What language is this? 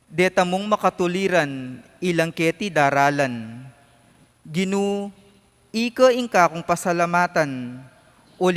Pampanga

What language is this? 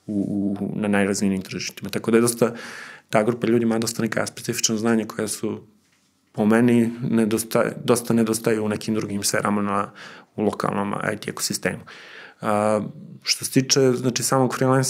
Serbian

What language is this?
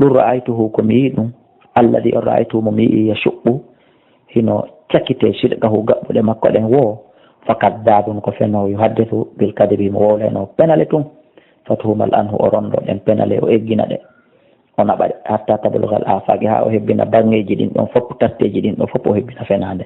Fula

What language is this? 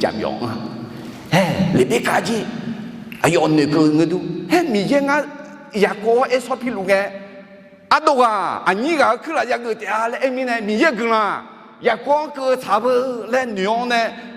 Akha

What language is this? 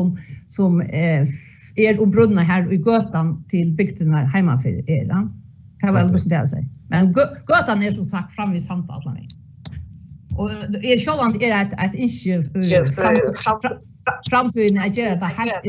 Faroese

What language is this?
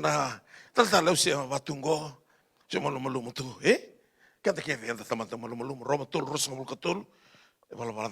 Fijian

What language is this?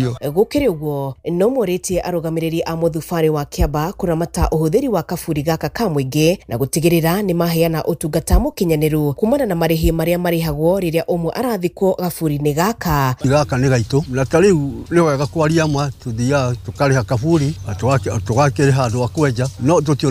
Kikuyu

